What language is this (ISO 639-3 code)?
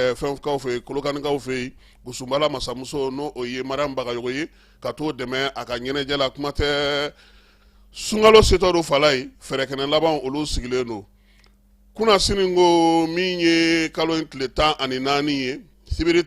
bam